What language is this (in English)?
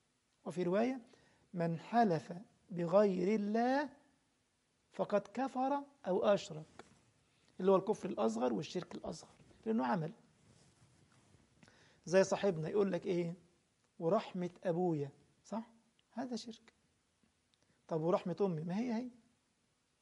Egyptian Arabic